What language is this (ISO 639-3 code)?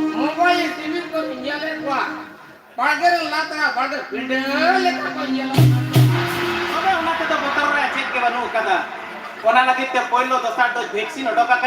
sat